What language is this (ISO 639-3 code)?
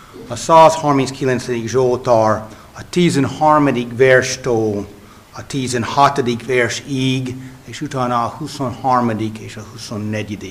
hun